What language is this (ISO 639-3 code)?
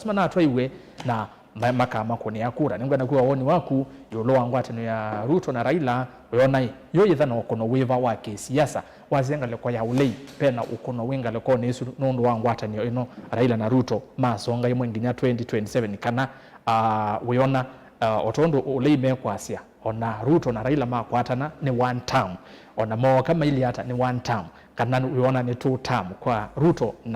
kam